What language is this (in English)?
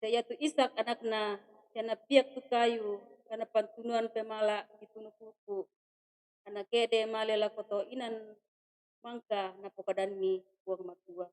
Toraja-Sa'dan